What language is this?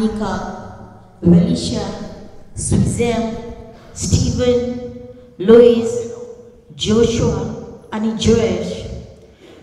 Konkani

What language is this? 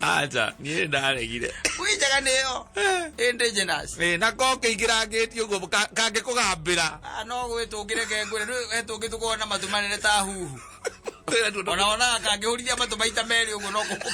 Kikuyu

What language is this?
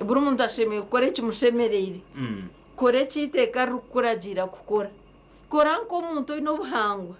Nyankole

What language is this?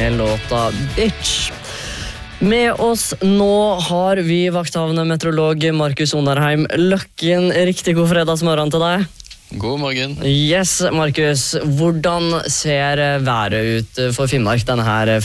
Norwegian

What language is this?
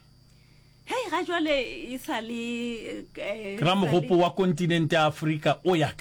Northern Sotho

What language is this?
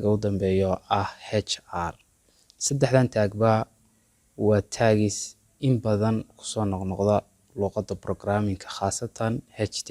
Somali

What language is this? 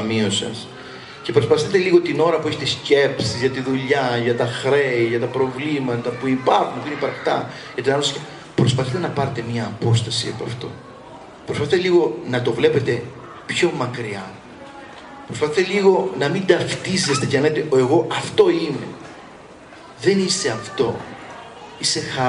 Greek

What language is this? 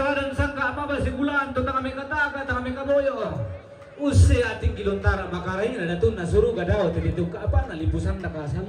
Toraja-Sa'dan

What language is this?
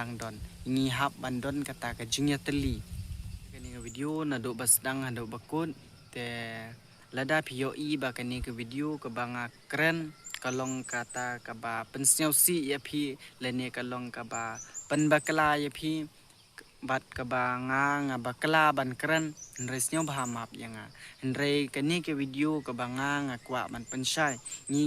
Khasi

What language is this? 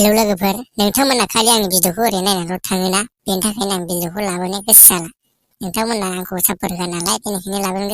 Bodo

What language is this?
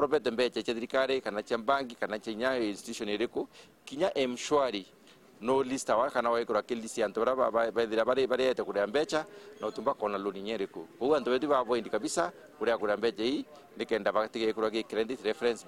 Meru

